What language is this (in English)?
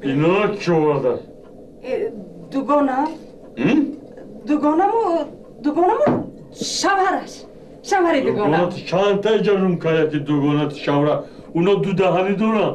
Tajik